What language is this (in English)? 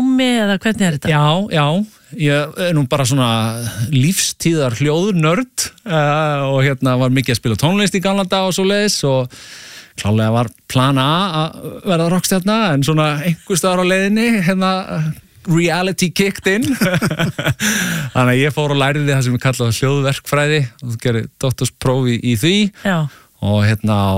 Icelandic